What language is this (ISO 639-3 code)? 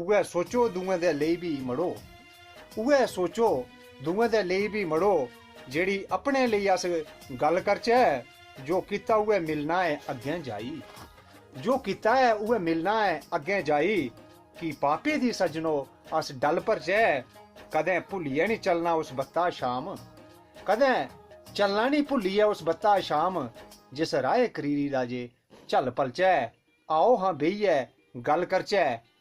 doi